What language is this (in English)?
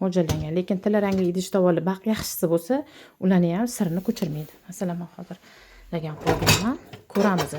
Uzbek